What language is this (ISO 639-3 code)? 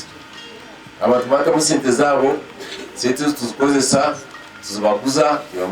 nyn